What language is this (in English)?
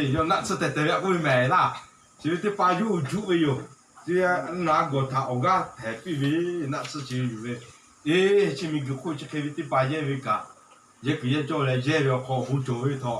Lahu